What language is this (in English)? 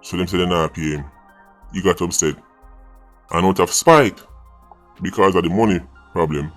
Jamaican Creole English